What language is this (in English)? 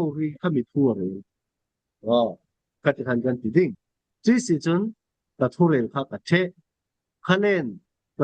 Falam Chin